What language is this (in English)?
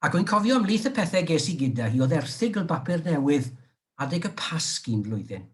Welsh